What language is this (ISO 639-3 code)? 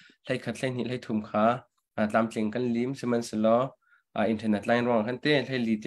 cnh